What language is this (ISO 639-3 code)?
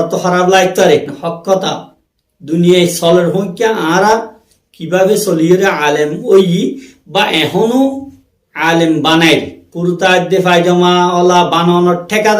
rhg